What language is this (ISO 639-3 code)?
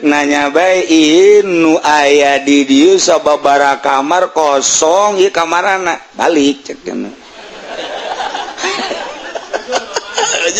sun